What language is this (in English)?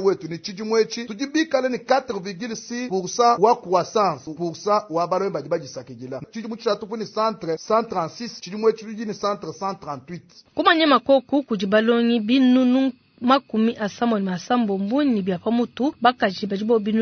Luba-Lulua